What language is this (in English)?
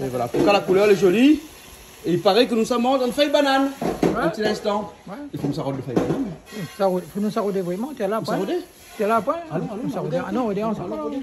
Réunion Creole French